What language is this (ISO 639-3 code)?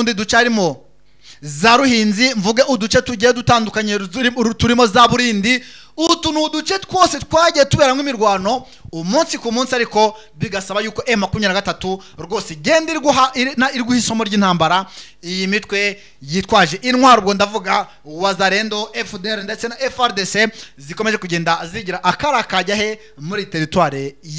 kin